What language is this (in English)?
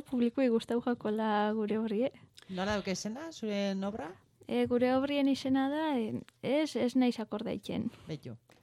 Basque